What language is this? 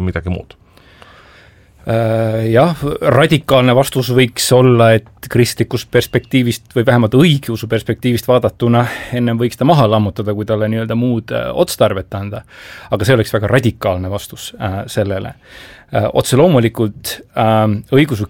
Estonian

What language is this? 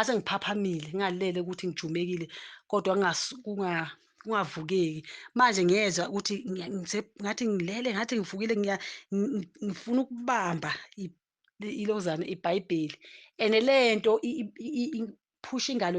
Zulu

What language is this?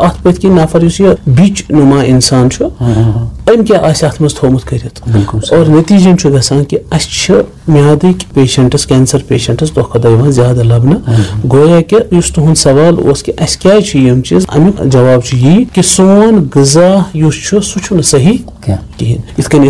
Kashmiri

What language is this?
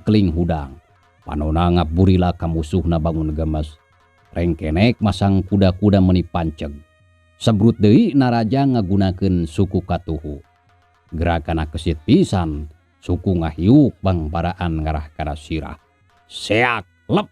Sundanese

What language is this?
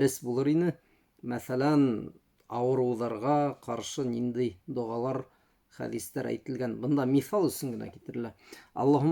Bashkir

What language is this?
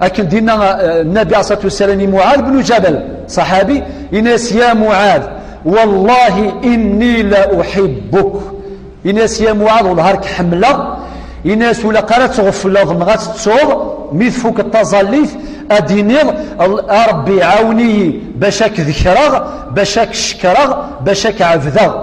Kabyle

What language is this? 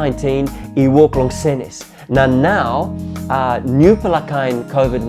Tok Pisin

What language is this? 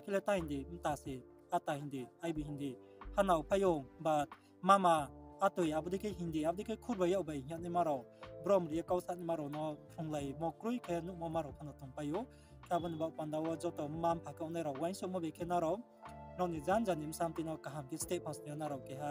Riang (India)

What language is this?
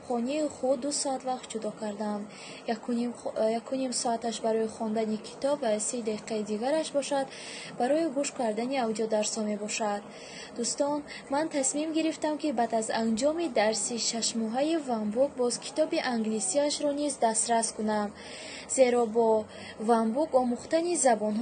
Tajik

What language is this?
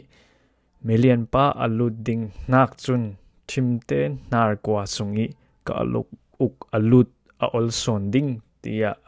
Falam Chin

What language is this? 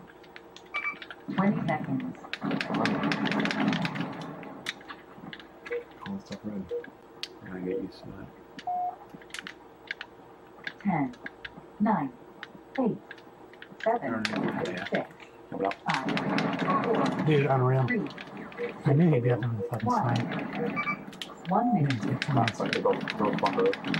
English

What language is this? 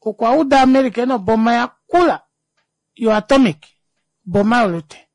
Kuanyama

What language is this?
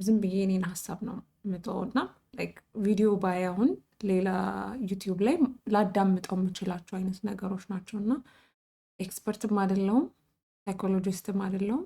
Amharic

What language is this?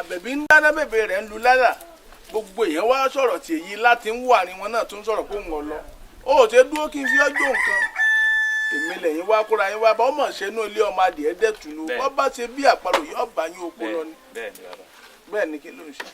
Yoruba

